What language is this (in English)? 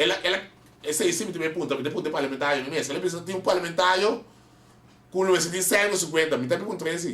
Papiamento